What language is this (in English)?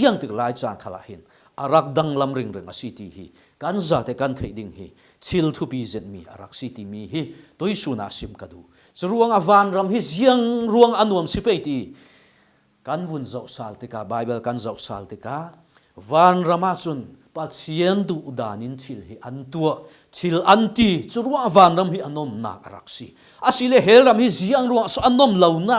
Falam Chin